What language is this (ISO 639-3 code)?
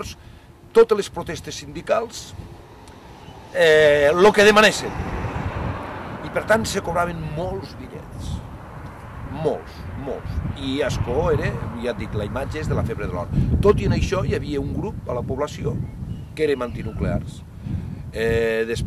cat